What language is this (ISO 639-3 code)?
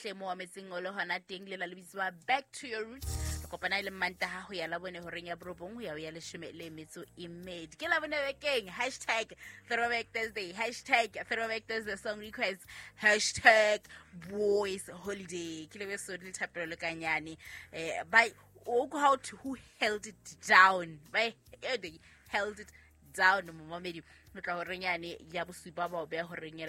sot